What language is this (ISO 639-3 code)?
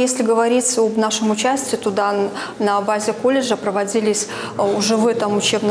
rus